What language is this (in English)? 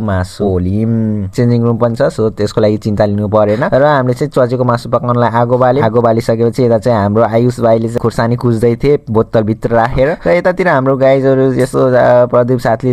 Nepali